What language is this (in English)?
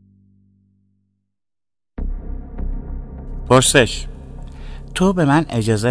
Persian